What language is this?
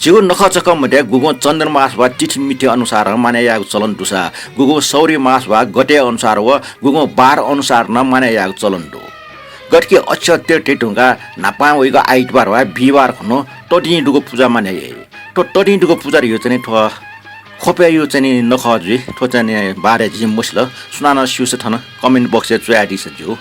Newari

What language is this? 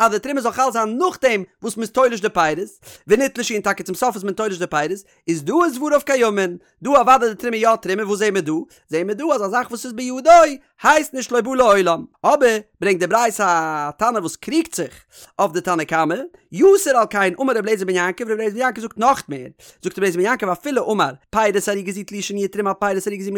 Yiddish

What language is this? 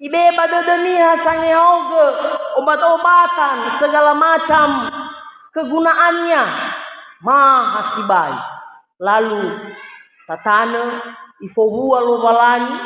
Nias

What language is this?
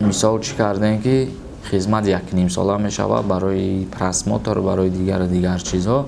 Tajik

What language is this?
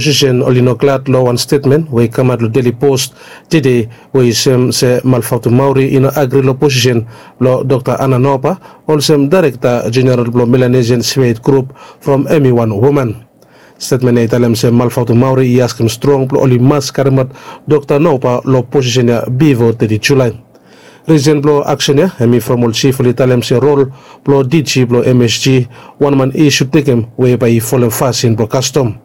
Bislama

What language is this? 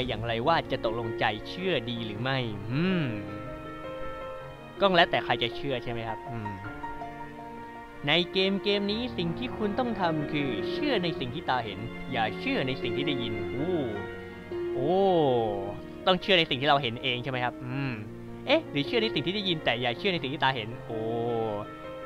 Thai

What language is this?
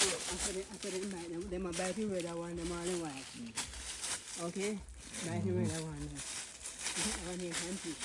Jamaican Creole English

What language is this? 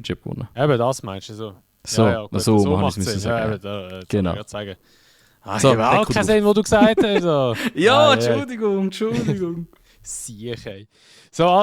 Swiss German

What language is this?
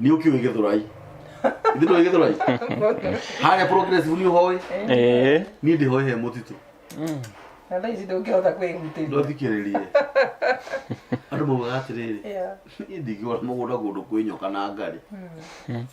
Kikuyu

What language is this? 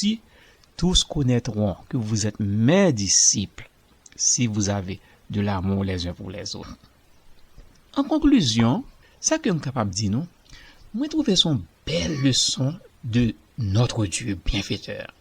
Haitian Creole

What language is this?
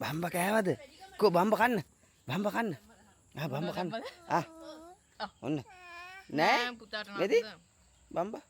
Sinhala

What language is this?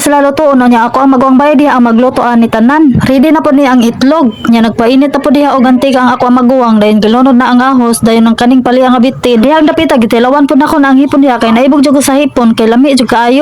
Cebuano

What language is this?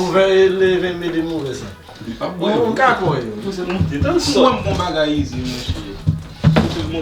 Haitian Creole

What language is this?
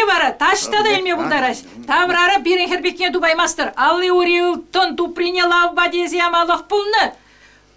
Chuvash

